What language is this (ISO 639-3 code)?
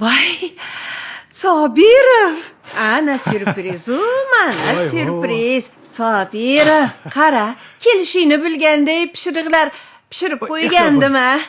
uzb